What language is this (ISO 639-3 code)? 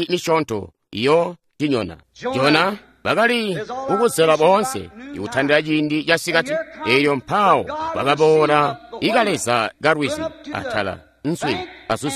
toi